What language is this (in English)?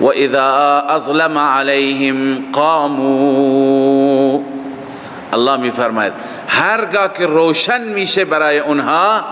Persian